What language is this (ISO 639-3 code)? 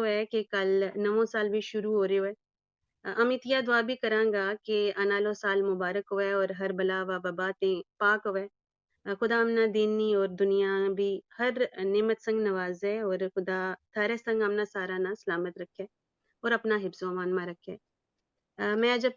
gju